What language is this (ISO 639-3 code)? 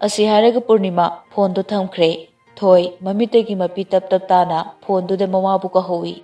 mni